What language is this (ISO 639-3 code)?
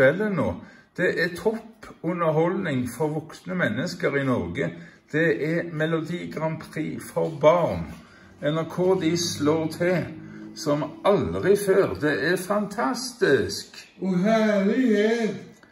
nor